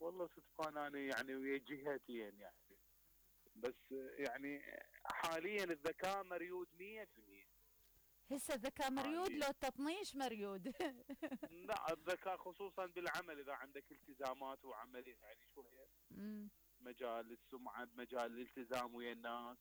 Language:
Mesopotamian Arabic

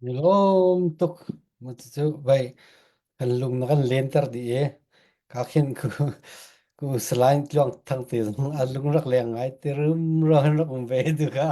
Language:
Falam Chin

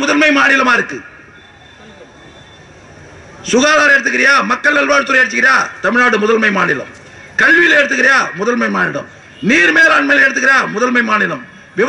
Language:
Tamil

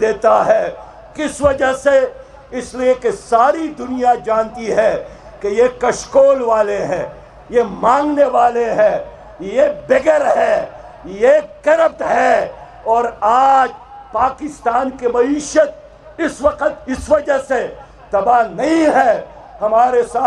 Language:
Urdu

